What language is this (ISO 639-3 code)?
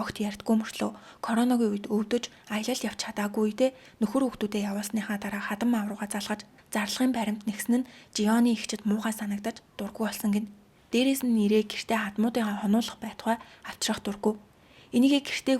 mon